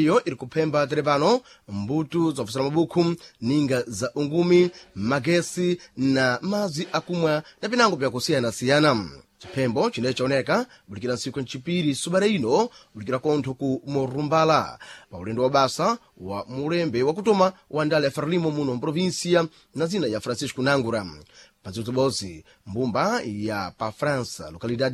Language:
Sena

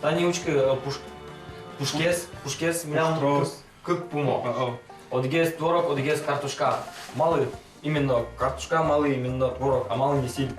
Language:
Udmurt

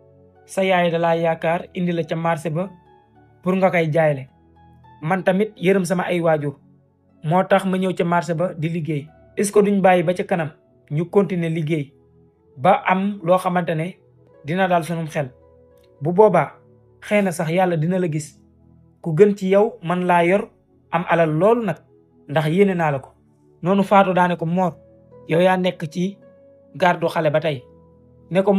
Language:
Wolof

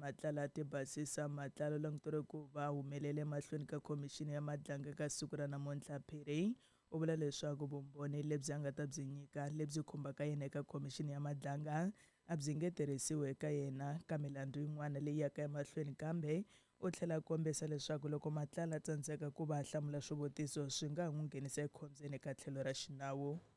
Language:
Tsonga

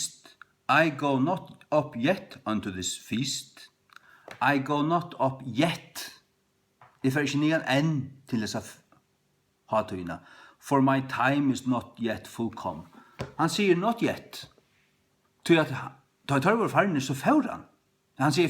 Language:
Faroese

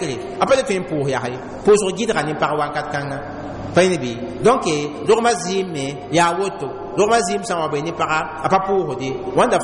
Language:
Mossi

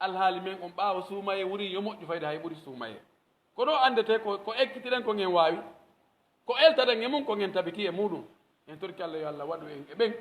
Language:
Pular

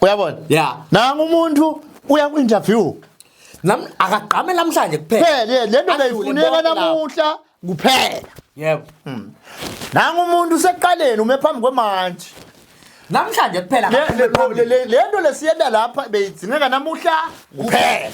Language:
Zulu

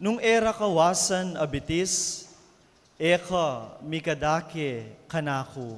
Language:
Pampanga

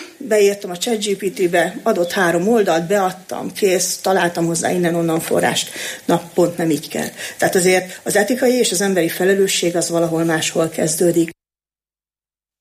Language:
Hungarian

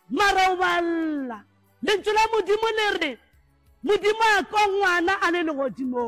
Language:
Northern Sotho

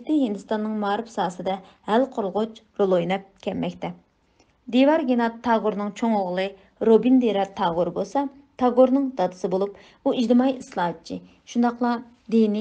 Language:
Uyghur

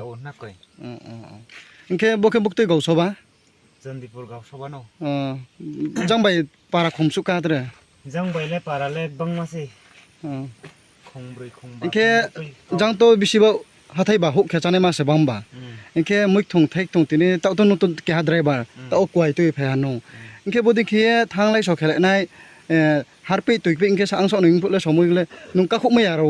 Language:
Riang (India)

